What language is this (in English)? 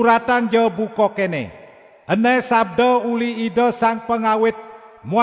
Balinese